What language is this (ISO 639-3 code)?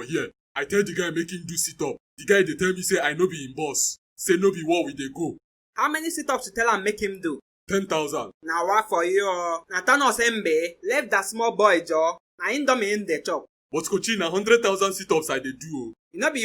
pcm